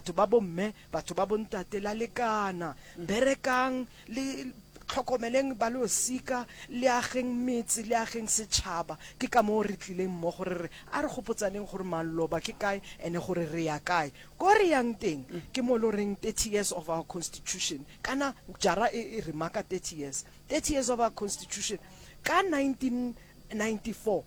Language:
Northern Sotho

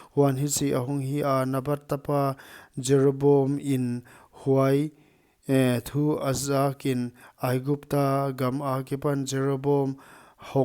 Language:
Paite Chin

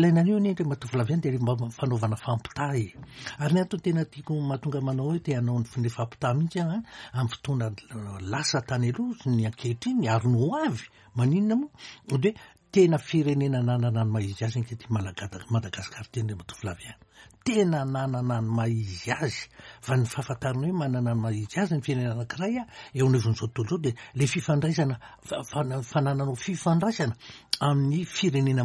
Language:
Malagasy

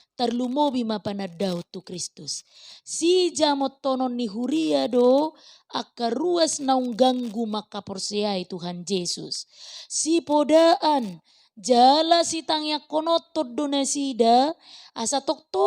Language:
Batak Toba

